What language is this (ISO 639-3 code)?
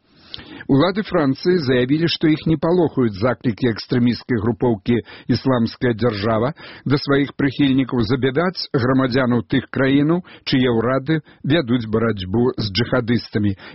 bel